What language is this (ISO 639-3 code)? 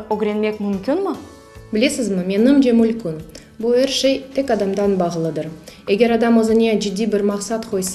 crh